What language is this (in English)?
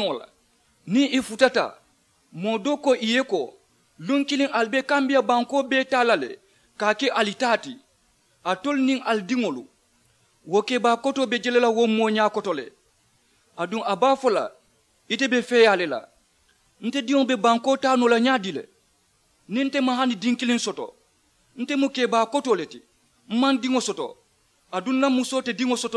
Mandingo